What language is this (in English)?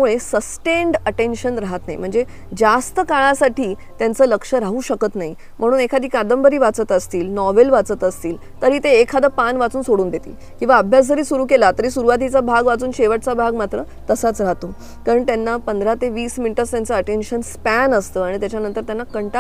Marathi